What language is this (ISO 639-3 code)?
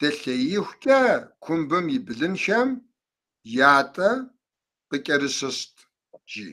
kbd